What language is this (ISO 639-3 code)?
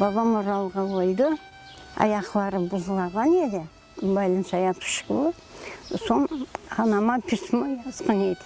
crh